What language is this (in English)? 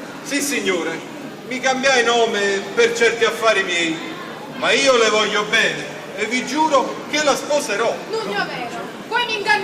Neapolitan